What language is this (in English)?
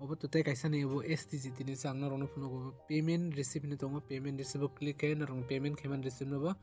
Kok Borok